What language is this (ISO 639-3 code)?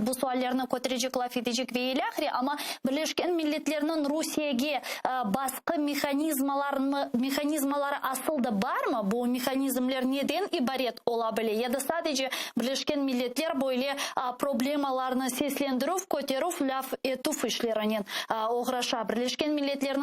crh